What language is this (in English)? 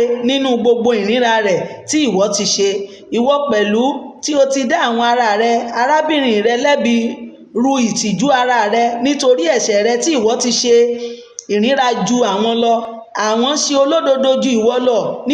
Yoruba